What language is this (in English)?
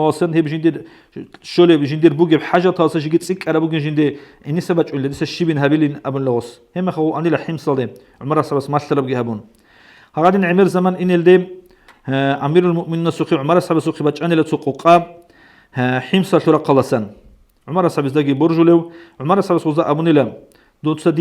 Avaric